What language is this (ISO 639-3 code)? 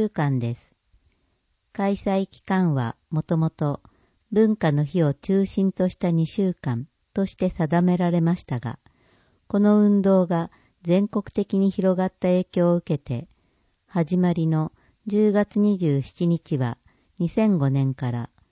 jpn